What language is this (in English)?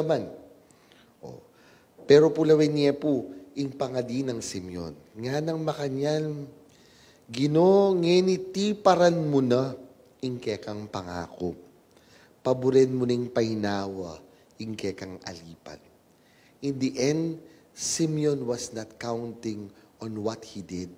Pampanga